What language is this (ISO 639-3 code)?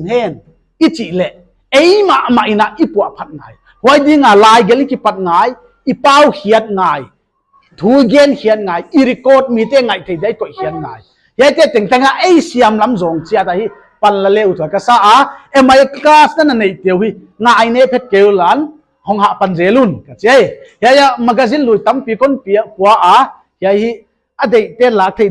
pck